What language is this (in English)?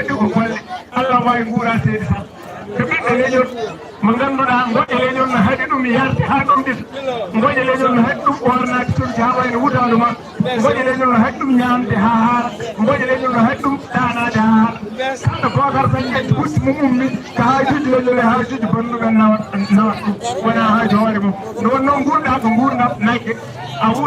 Fula